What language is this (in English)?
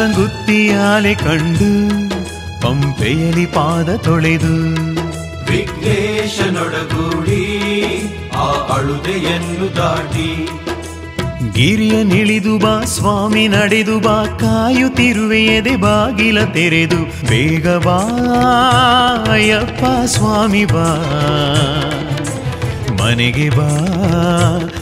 Kannada